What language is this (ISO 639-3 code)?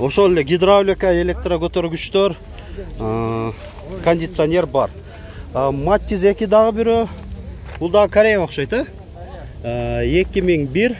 kir